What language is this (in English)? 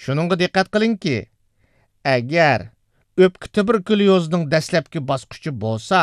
Uyghur